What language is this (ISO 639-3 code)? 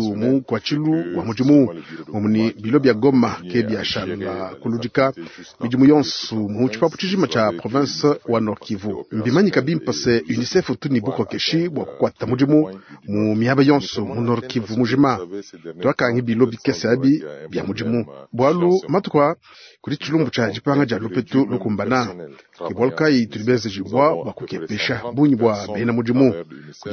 lua